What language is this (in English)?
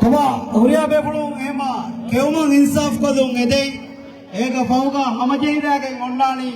Divehi